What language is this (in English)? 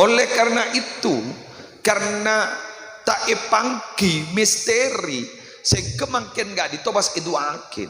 Madurese